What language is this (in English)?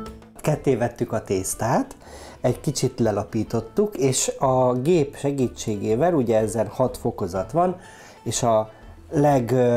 Hungarian